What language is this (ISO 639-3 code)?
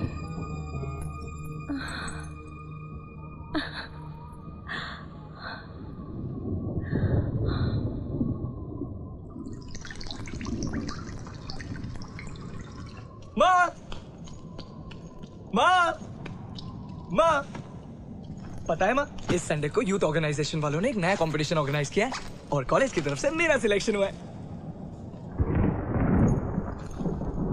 hin